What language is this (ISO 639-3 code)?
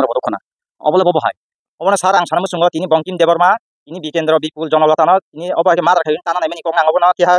trp